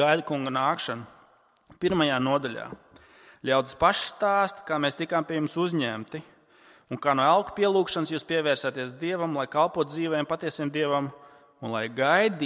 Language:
Latvian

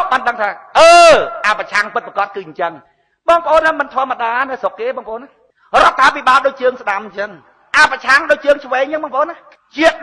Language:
Khmer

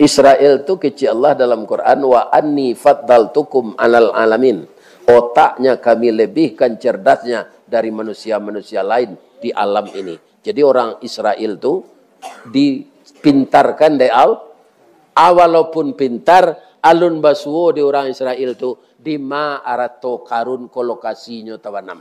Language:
Minangkabau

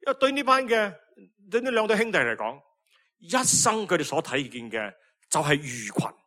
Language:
Cantonese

